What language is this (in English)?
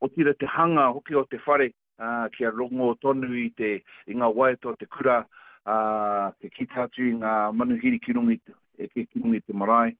Māori